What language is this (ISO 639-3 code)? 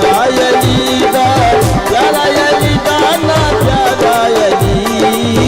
skr